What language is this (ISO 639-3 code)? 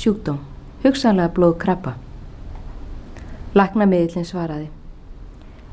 isl